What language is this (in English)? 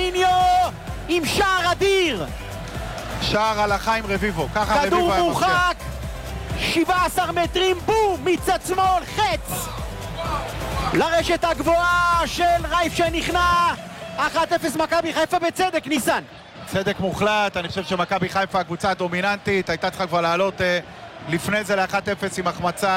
Hebrew